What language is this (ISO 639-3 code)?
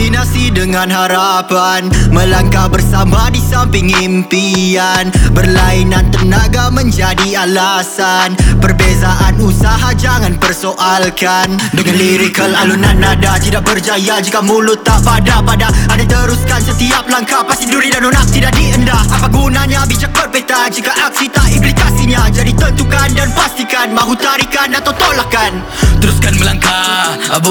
msa